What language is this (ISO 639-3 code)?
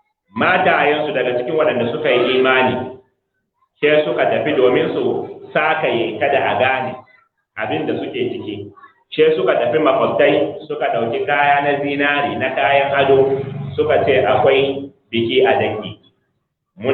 hau